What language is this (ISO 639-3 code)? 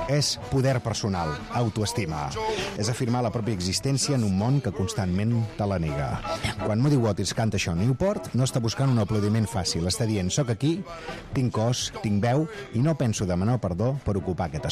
cat